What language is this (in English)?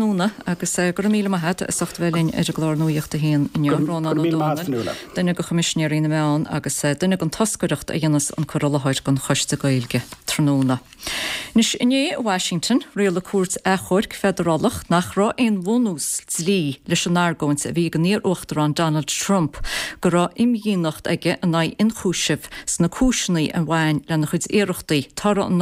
Irish